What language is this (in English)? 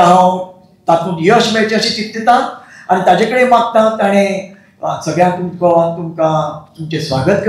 Konkani